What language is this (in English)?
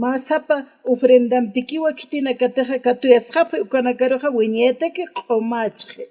Aymara